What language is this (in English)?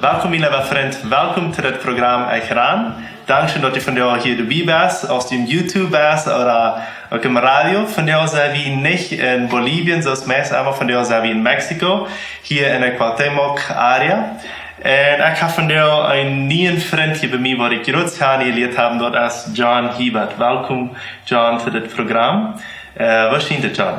Plautdietsch